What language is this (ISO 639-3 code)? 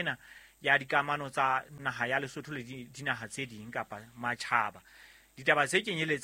sot